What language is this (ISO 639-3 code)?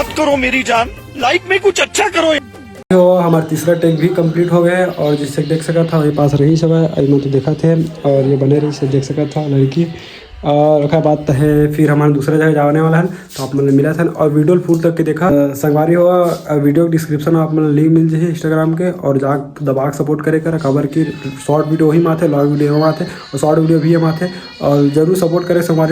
hne